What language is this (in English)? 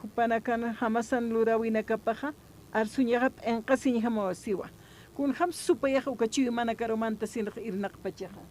Aymara